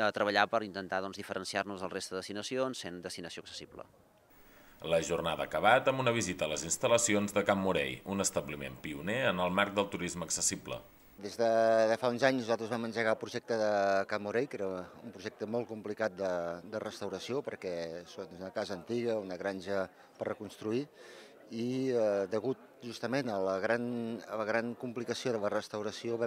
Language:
Catalan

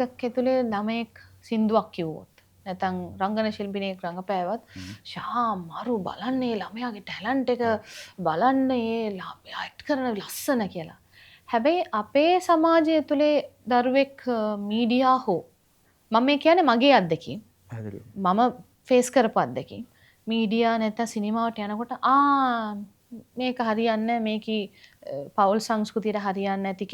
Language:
Sinhala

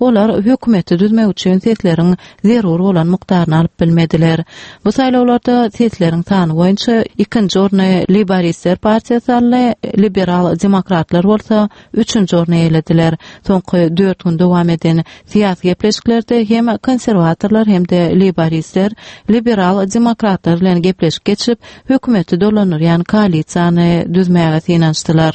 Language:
Turkmen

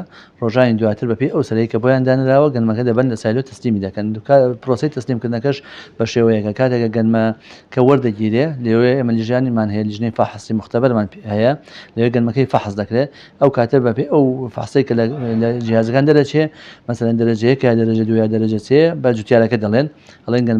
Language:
Central Kurdish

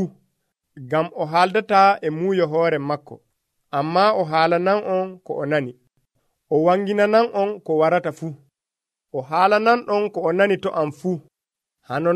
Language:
Nigerian Fulfulde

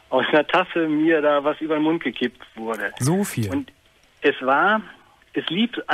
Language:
German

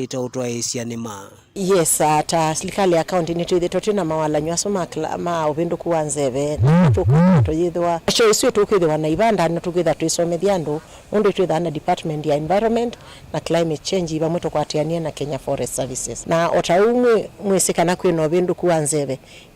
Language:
Kamba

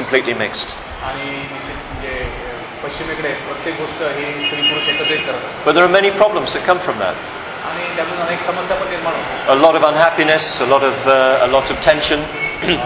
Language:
Marathi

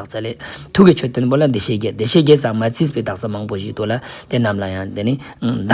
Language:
Ladakhi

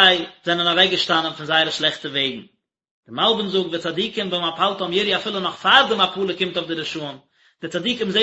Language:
Yiddish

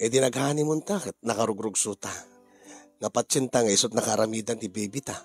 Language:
Iloko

